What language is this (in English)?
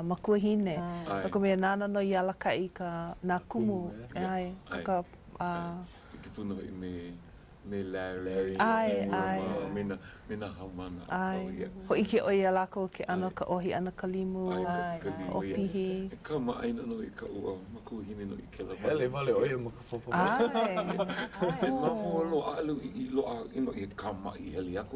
Hawaiian